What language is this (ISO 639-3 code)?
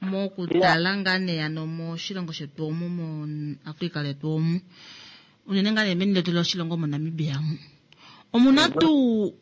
kua